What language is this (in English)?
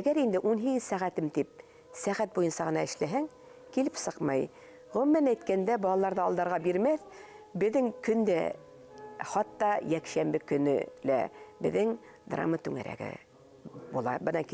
Bashkir